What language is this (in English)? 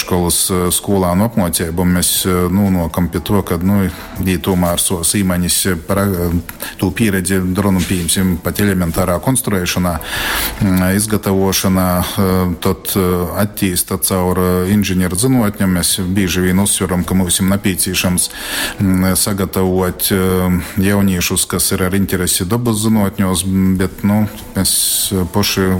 Latgalian